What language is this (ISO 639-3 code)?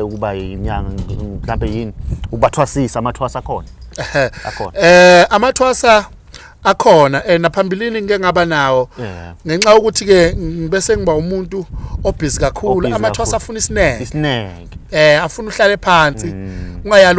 zul